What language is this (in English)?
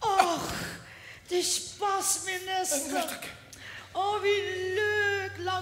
Limburgish